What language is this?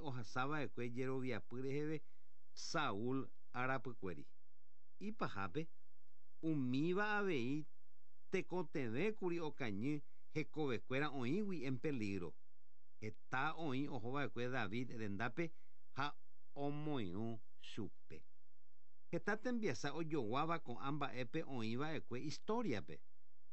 Guarani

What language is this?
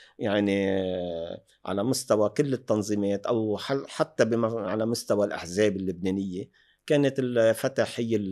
North Levantine Arabic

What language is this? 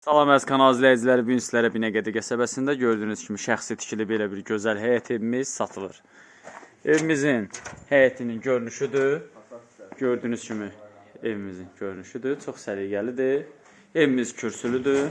Azerbaijani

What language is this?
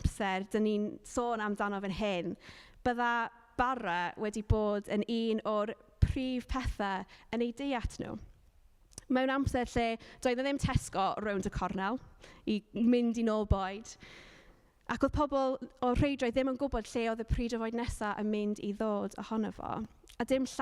Welsh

